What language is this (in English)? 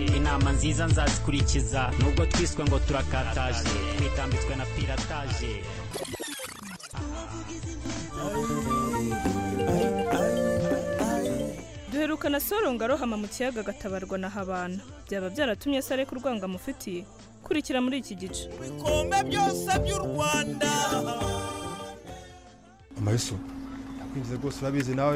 Kinyarwanda